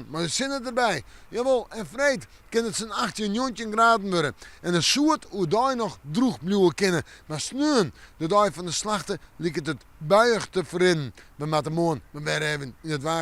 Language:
Western Frisian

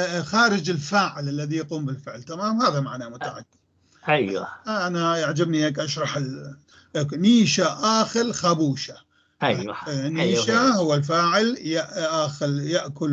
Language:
North Levantine Arabic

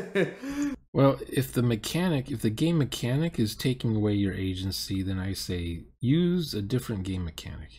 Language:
English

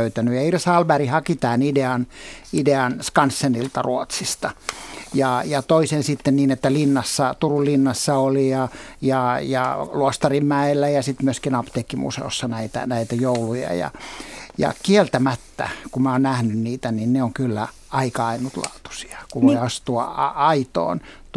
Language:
Finnish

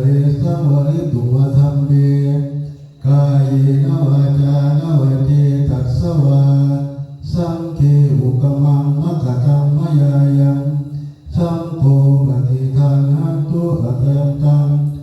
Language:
Pali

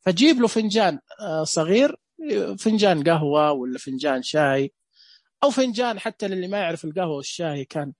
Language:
Najdi Arabic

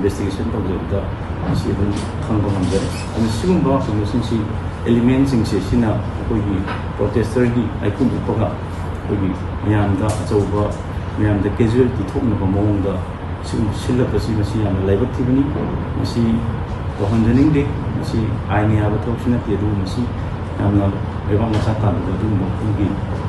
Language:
Manipuri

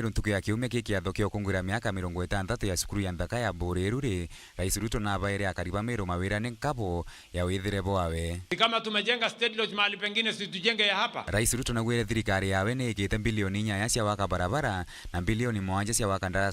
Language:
Meru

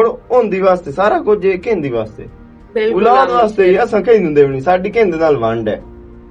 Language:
Western Panjabi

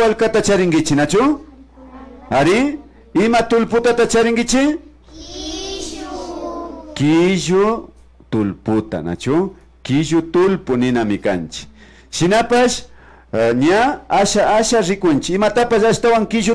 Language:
Imbabura Highland Quichua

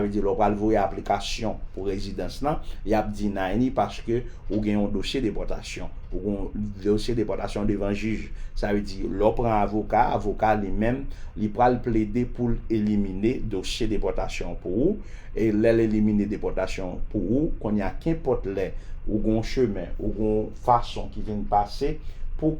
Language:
Haitian Creole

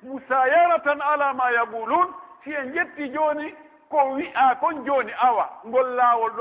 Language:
Pular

